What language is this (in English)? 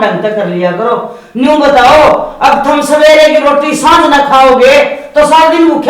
Haryanvi